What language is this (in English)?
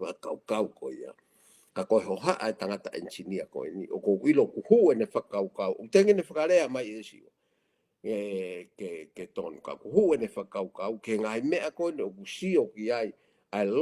Tongan